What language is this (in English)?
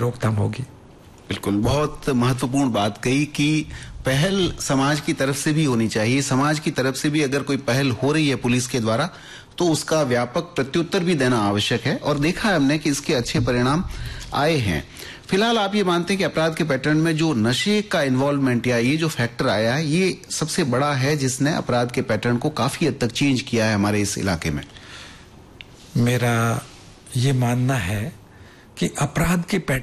Hindi